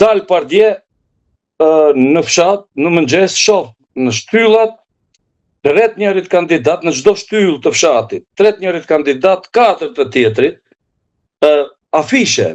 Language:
Albanian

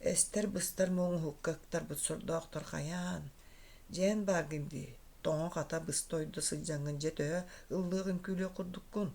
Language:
Yakut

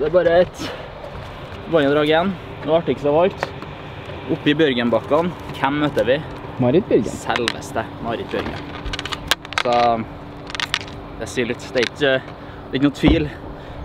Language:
Norwegian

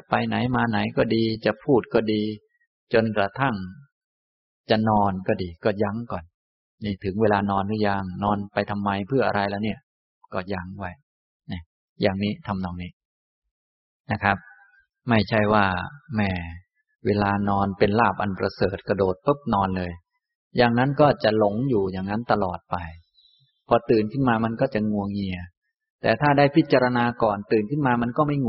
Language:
Thai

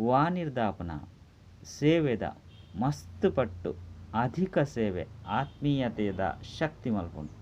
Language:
Tulu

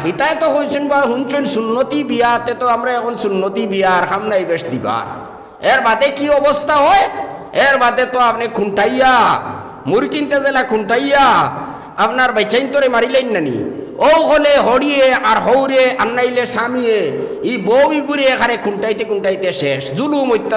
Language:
Sylheti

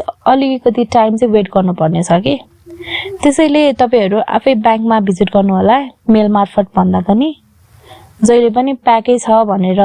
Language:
Nepali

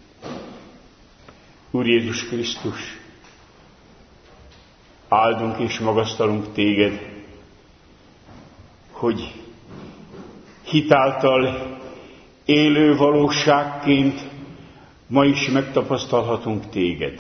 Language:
Hungarian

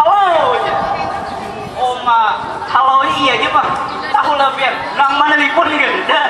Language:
Banjar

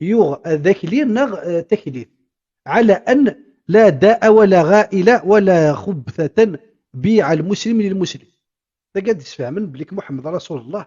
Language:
Kabyle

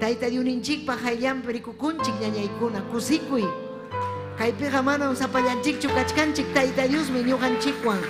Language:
Ayacucho Quechua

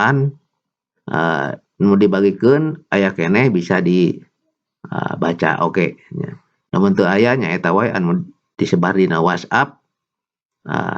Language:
Sundanese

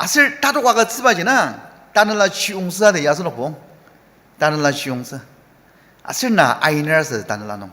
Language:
Ao Naga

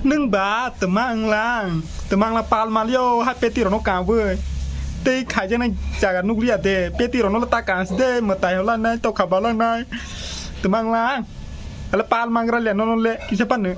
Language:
Kok Borok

